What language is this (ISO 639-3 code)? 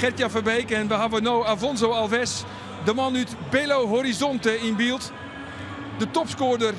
fry